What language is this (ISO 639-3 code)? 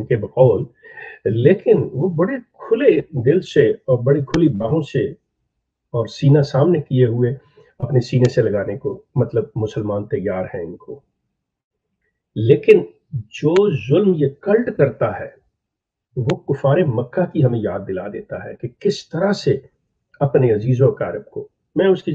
urd